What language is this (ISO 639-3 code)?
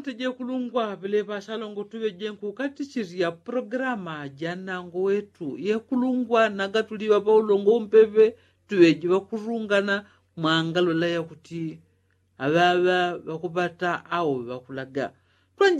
yao